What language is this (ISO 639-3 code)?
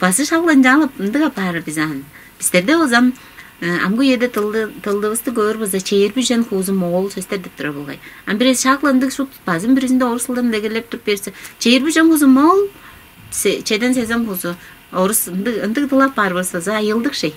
tyv